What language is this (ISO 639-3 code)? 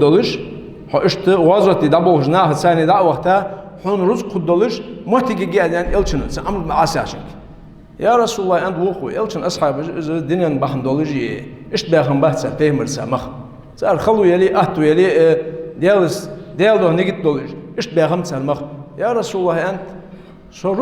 inh